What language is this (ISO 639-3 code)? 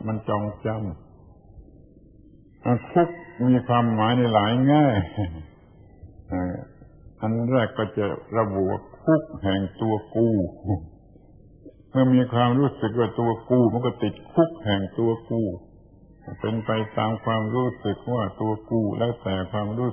tha